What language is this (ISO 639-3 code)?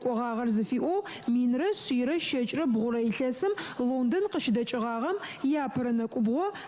ady